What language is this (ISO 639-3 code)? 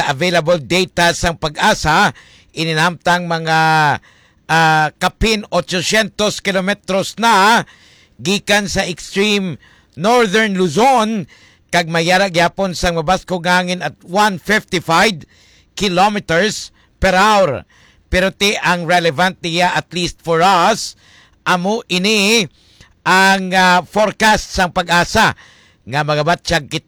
hil